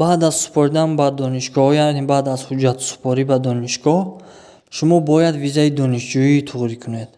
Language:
Tajik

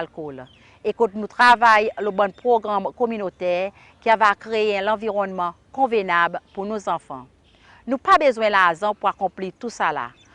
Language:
Seselwa Creole French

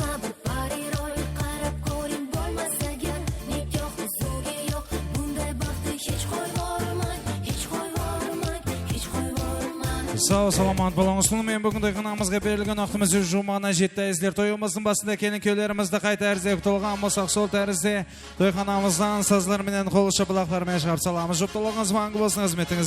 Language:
Kara-Kalpak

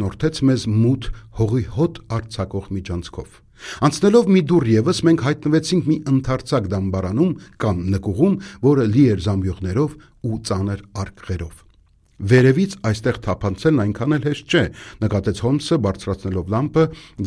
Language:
Armenian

